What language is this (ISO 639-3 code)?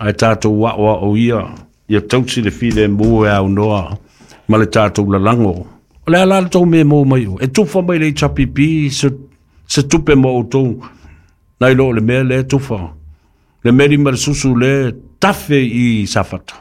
smo